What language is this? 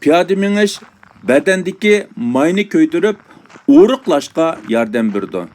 Uyghur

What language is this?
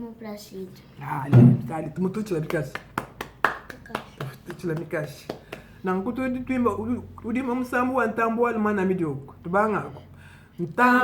Luba-Lulua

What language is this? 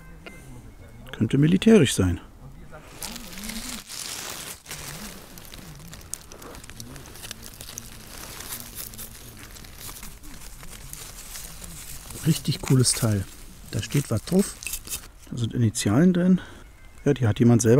German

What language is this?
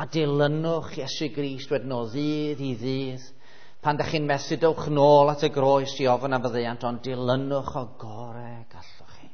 Welsh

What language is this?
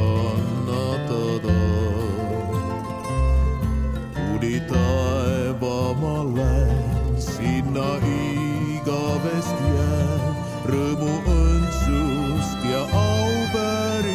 Estonian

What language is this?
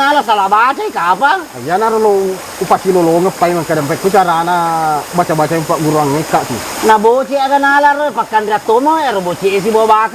Buginese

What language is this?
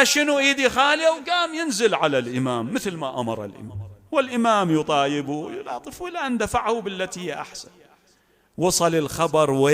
Mesopotamian Arabic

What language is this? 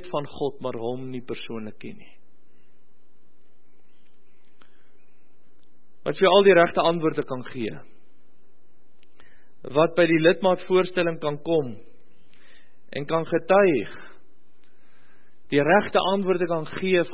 Afrikaans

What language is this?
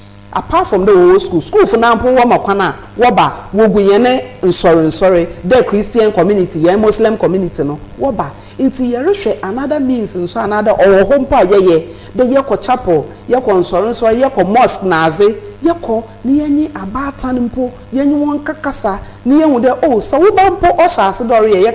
Akan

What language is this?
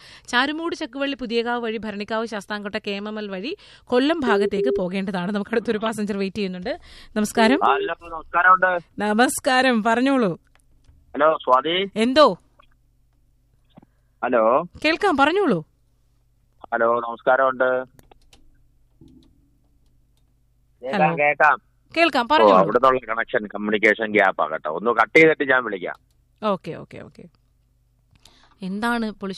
Malayalam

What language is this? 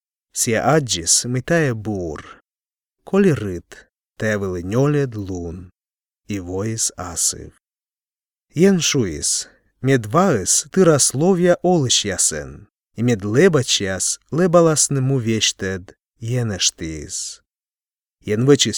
Belarusian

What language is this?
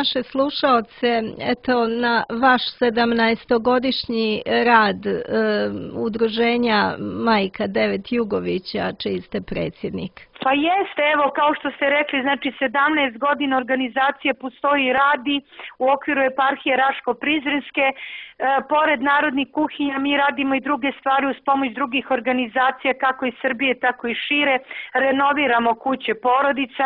Serbian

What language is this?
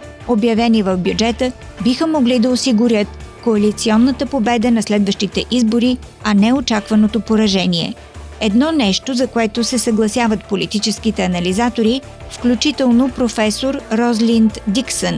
Bulgarian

